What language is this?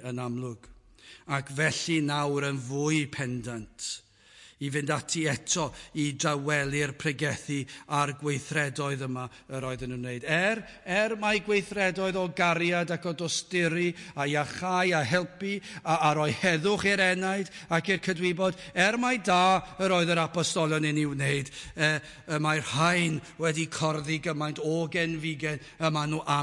Welsh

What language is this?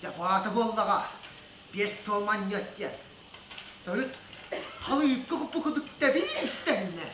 Yakut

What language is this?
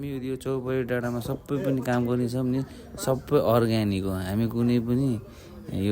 Nepali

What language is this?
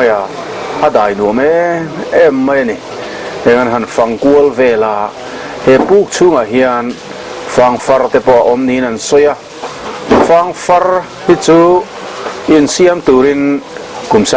Mizo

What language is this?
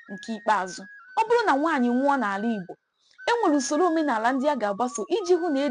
Igbo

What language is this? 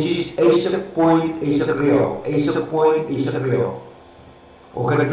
Pohnpeian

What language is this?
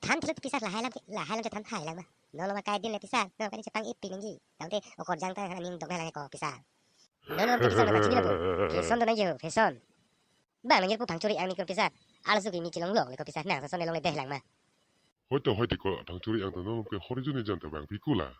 Karbi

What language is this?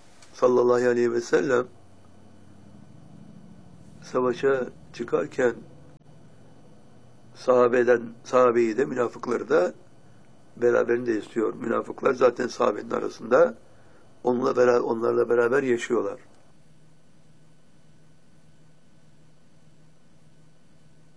Turkish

